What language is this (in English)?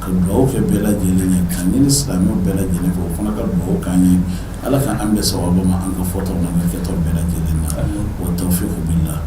Bambara